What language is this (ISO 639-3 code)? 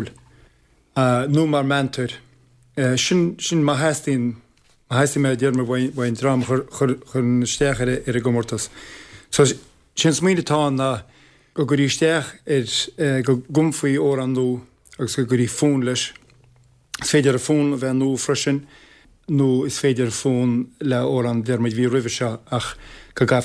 gle